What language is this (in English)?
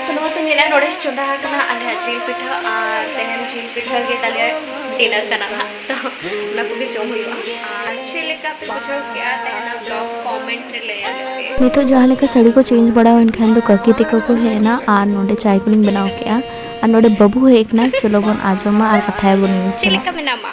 Santali